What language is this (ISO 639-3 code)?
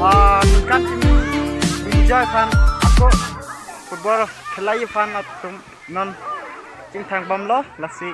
mjw